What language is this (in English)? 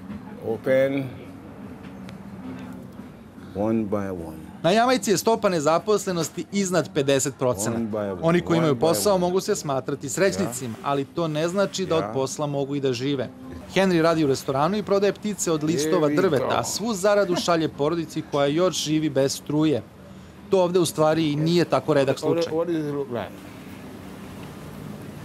Serbian